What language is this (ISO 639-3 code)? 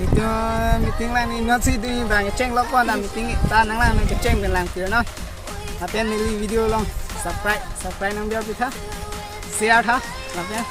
mjw